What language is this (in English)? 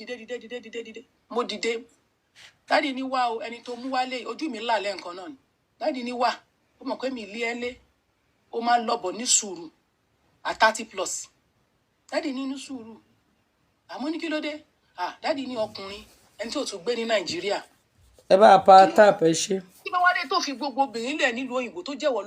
Yoruba